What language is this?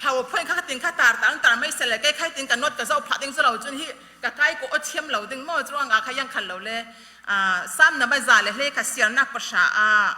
Falam Chin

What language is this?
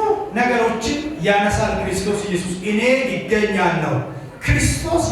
Amharic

